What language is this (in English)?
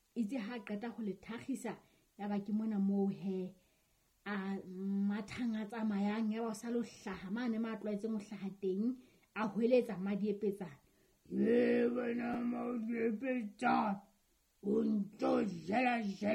Southern Sotho